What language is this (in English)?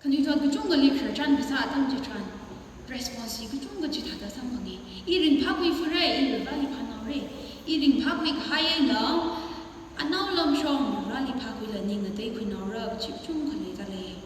Tangkhul Naga (India)